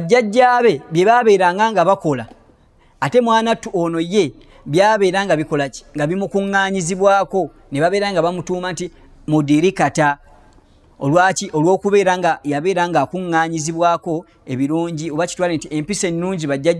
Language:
Ganda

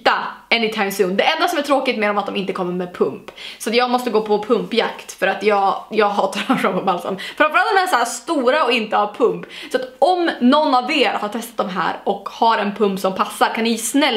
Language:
Swedish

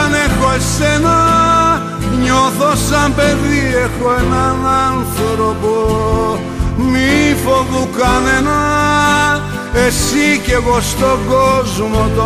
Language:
Greek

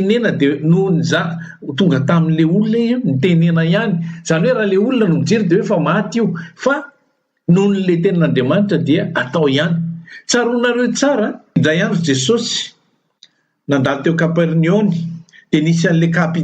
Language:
Malagasy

